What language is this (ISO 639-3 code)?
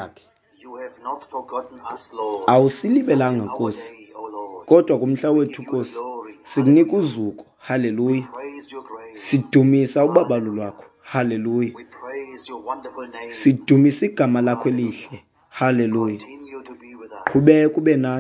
xho